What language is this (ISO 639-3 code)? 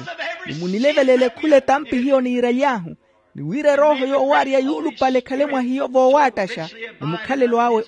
vmw